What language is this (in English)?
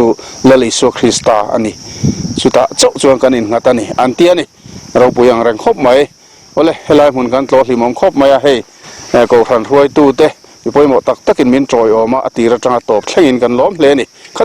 Mizo